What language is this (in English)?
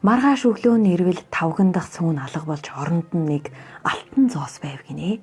Mongolian